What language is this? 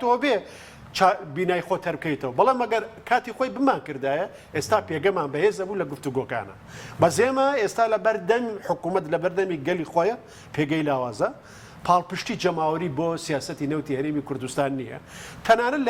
Central Kurdish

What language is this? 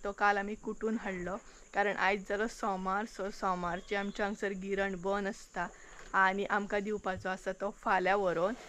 Konkani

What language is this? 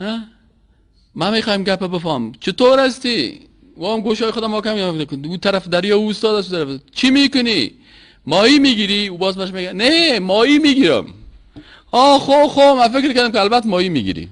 Persian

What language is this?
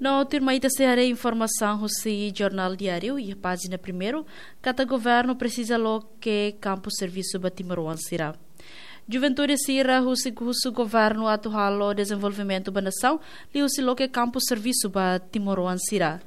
Tetum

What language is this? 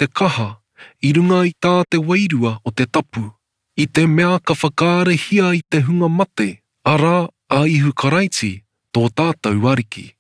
Māori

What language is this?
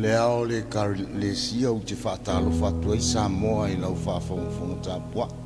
Samoan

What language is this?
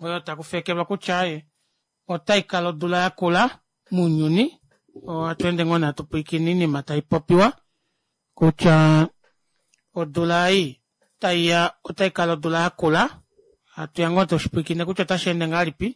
Kuanyama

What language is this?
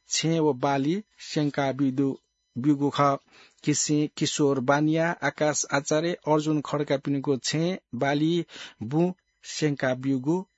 Newari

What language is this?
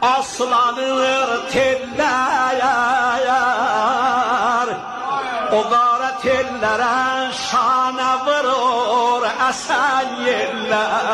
South Azerbaijani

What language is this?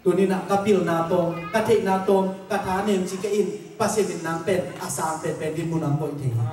Tedim Chin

